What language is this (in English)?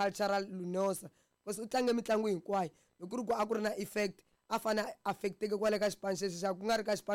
Tsonga